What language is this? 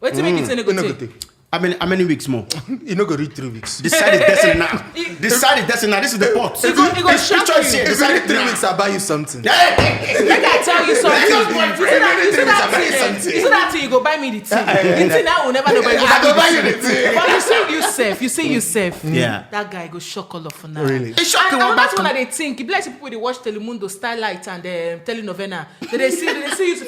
Nigerian Pidgin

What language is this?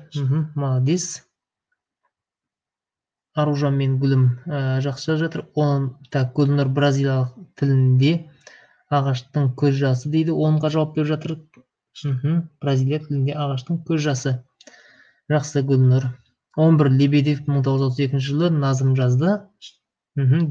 Kazakh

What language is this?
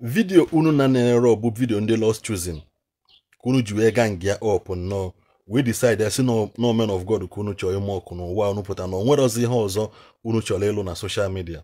Igbo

